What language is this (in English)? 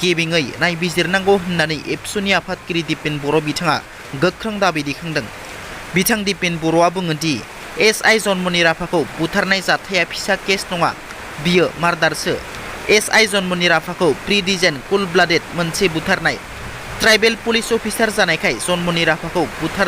Bodo